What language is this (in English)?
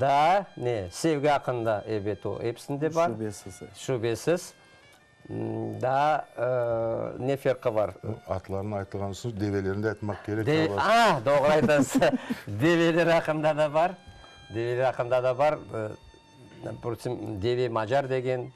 Crimean Tatar